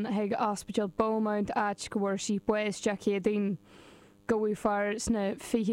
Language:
Irish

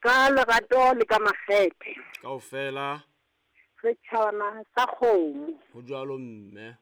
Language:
Southern Sotho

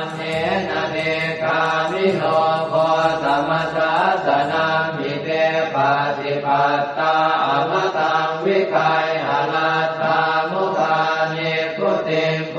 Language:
Pali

